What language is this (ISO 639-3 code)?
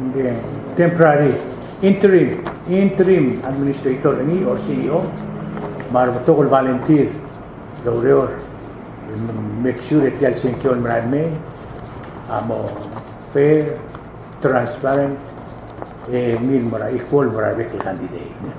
pau